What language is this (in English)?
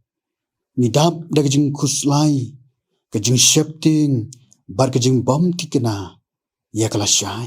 Khasi